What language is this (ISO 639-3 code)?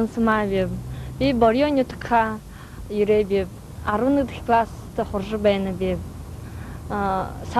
bua